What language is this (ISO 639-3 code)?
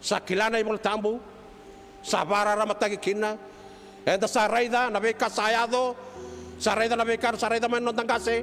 fij